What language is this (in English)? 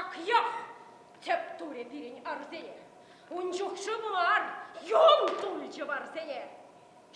Chuvash